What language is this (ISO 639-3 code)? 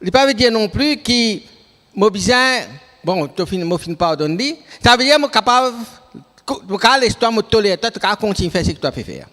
mfe